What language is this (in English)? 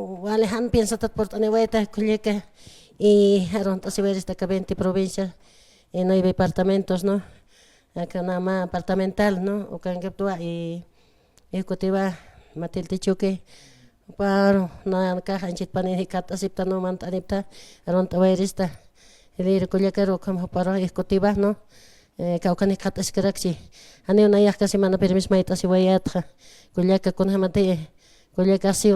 Aymara